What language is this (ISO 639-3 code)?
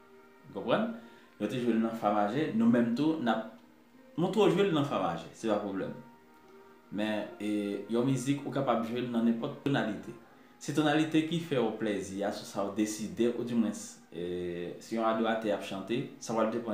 hat